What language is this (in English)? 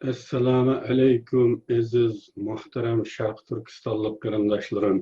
Uyghur